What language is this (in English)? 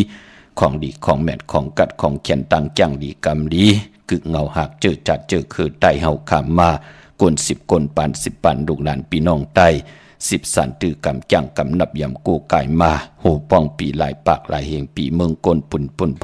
Shan